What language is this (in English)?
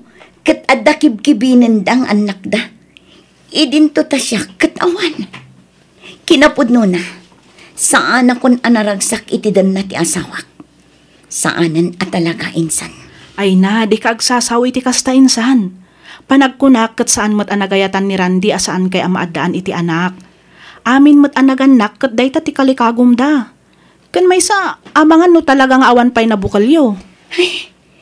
Iloko